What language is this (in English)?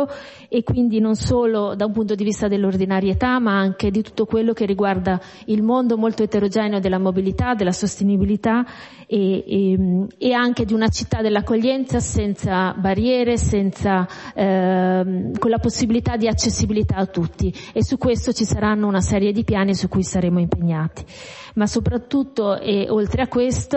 Italian